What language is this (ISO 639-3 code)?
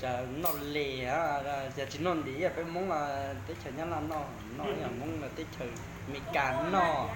hmn